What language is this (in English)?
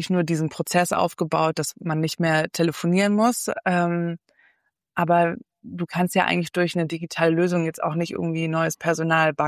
German